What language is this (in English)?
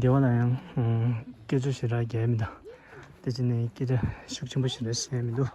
Tibetan